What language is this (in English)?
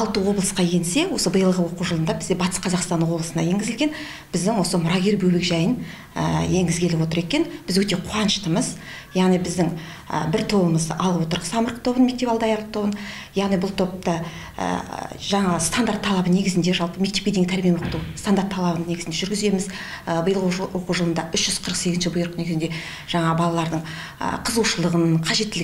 Kazakh